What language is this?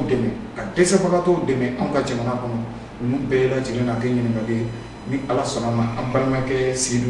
Bambara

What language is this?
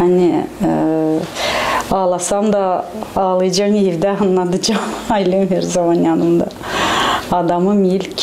Gagauz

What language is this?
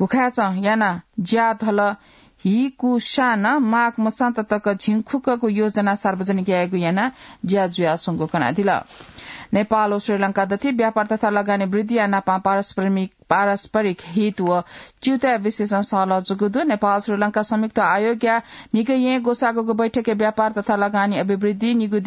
Newari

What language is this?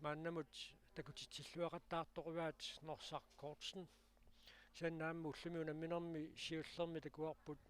Kalaallisut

